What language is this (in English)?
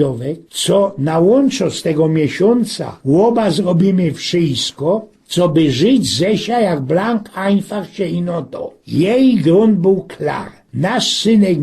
Silesian